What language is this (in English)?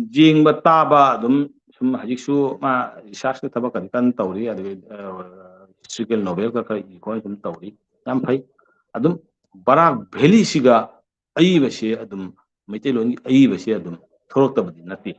Manipuri